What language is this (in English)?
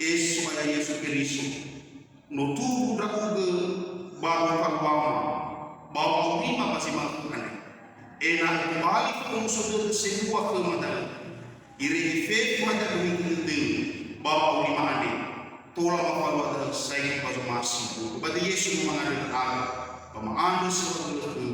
Nias